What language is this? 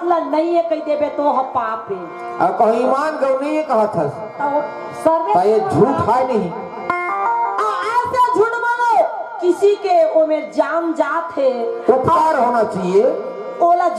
Chhattisgarhi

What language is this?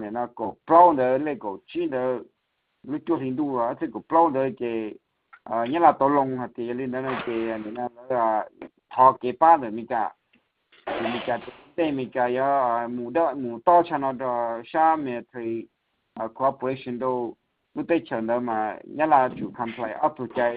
Hmong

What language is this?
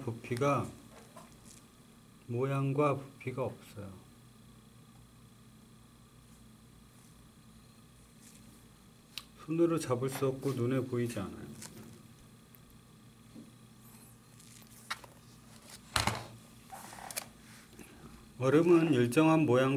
Korean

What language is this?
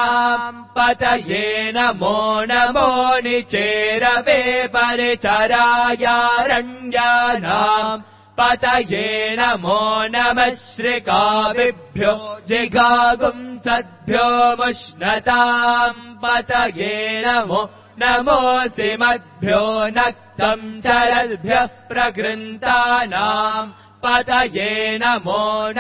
Sanskrit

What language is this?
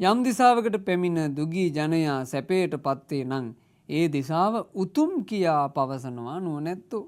Sinhala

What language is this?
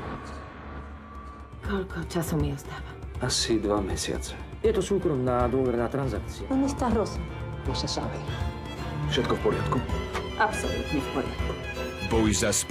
Slovak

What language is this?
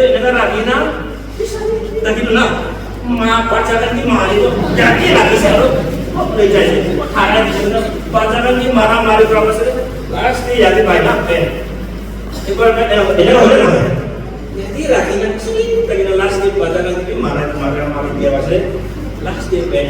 Naga Pidgin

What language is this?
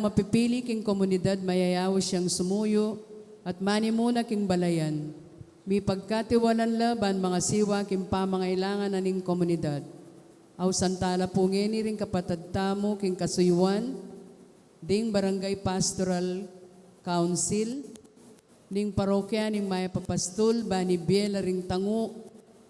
Pampanga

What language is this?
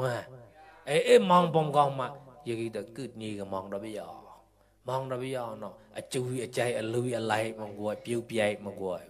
Mon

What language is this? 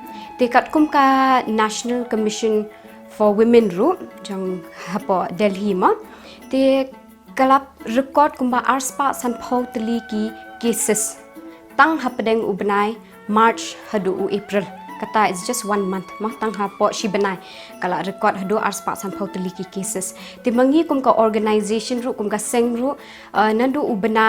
Khasi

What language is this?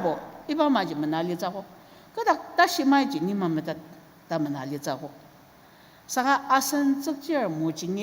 Ao Naga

